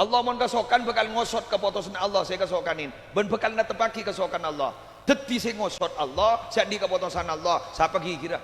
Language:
Madurese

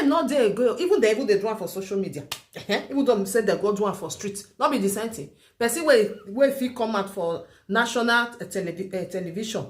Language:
Nigerian Pidgin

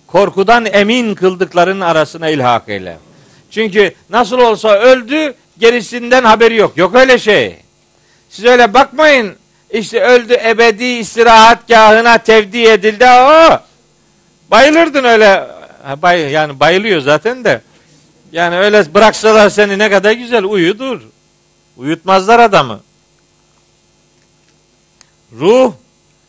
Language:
Turkish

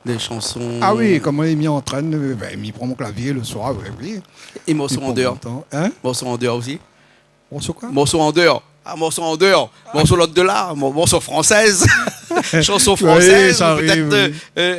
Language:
Réunion Creole French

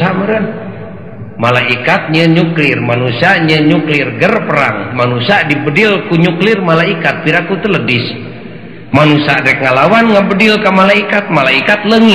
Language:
Sundanese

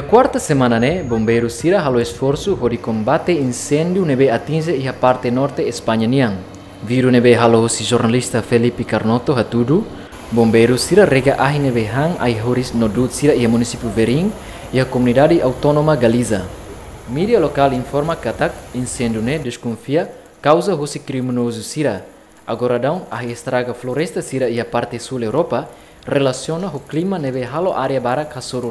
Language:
Tetum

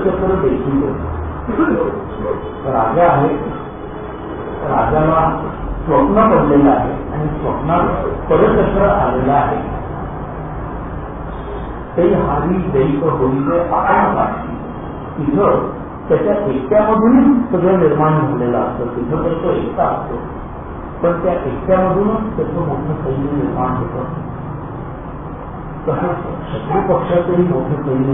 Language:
Marathi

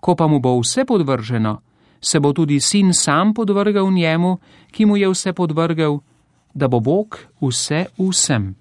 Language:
Slovenian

